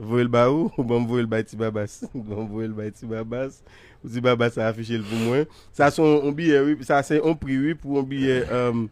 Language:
Haitian Creole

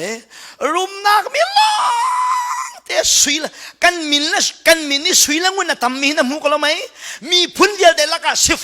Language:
Hakha Chin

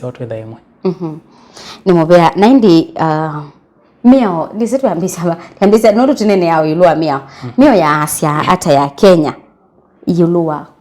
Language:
Kamba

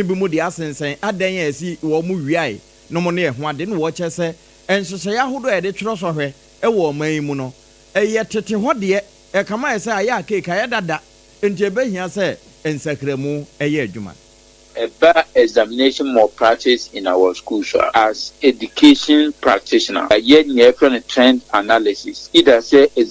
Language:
Akan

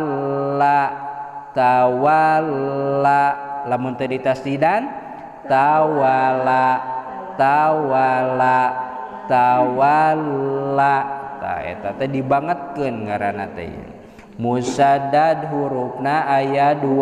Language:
Sundanese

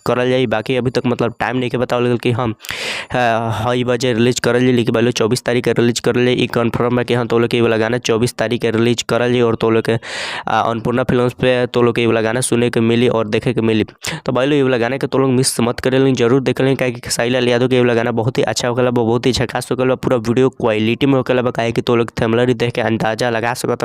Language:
Bhojpuri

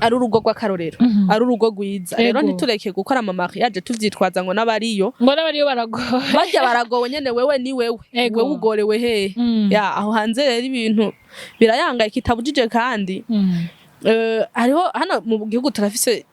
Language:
Rundi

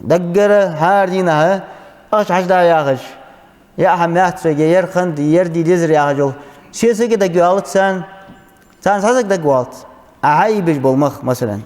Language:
Ingush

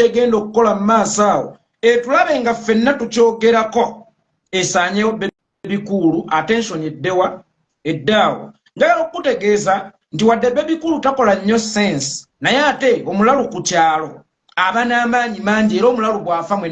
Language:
Ganda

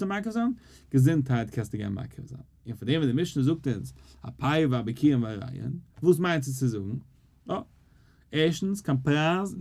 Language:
Yiddish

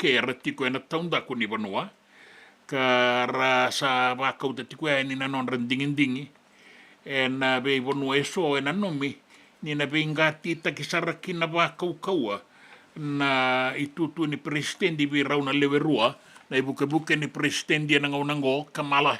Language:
Fijian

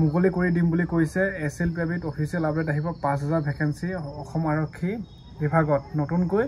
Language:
Assamese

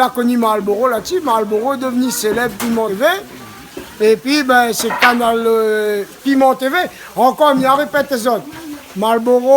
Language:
Réunion Creole French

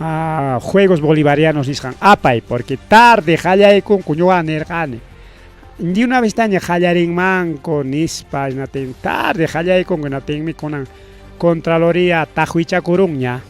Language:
Ayacucho Quechua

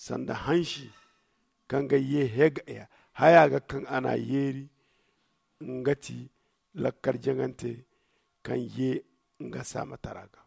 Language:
Zarma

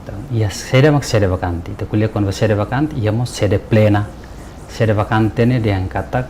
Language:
Tetum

